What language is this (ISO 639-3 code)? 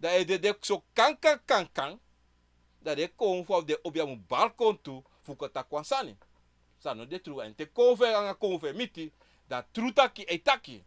srn